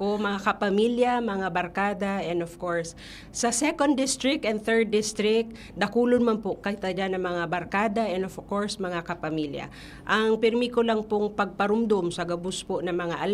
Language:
Bikol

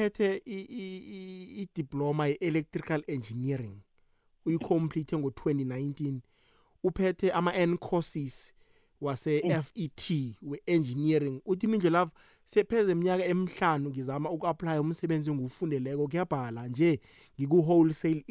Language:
South Ndebele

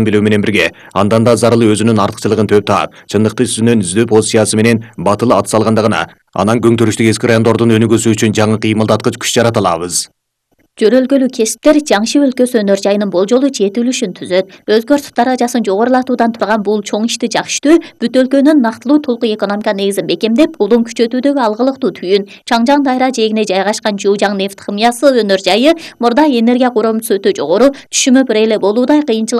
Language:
Kyrgyz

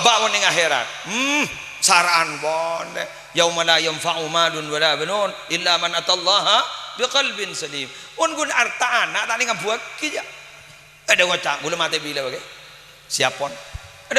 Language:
Madurese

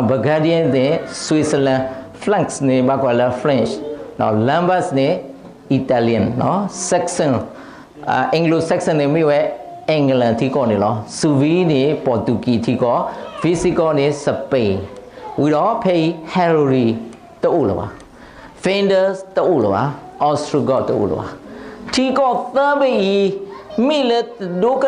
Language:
S'gaw Karen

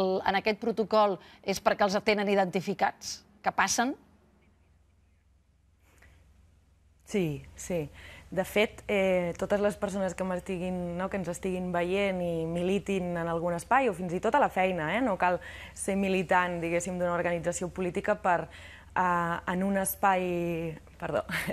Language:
Catalan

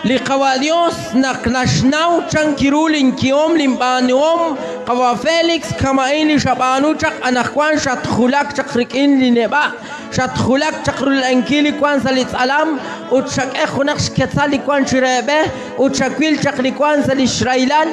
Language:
Kekchí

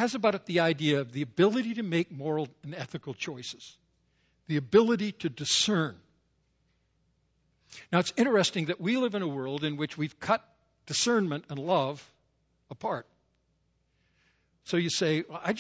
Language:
English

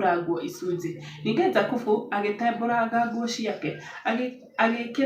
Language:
Kikuyu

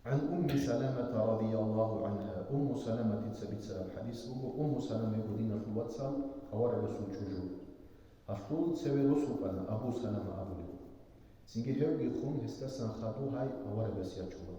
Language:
Avaric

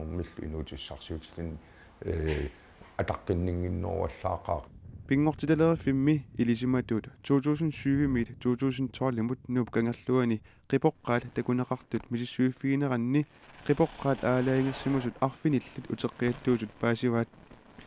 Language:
Kalaallisut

